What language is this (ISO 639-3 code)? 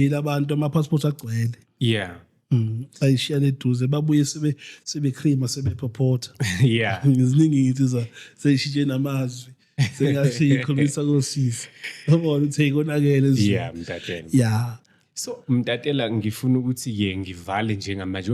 zul